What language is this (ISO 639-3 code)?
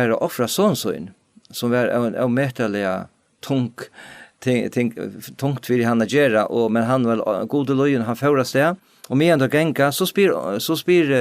fao